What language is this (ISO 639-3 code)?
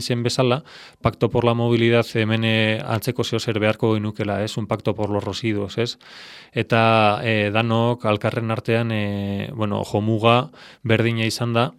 eus